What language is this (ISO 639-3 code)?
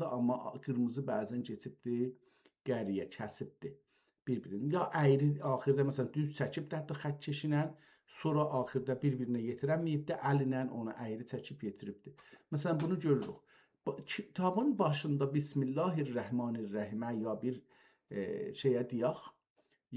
azb